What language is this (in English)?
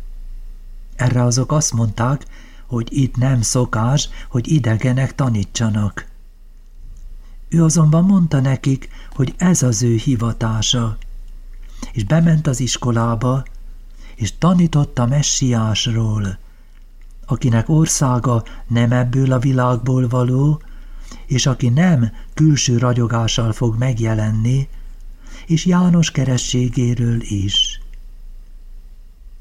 Hungarian